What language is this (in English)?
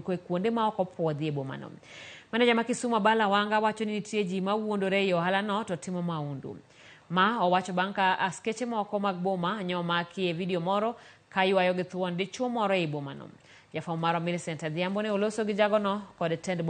Luo (Kenya and Tanzania)